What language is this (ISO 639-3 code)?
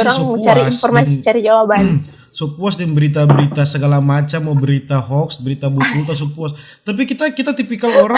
xmm